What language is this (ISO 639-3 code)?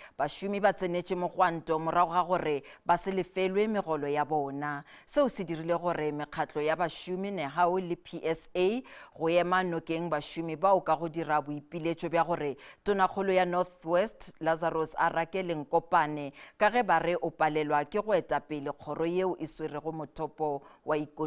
nso